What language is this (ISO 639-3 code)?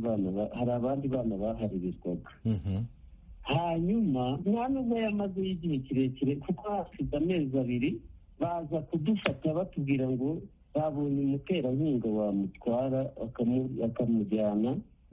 kin